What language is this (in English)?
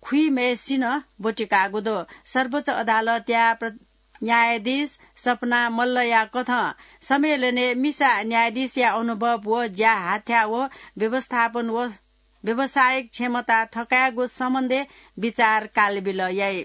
Newari